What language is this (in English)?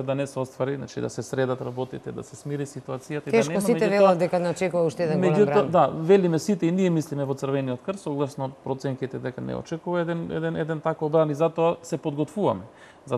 Macedonian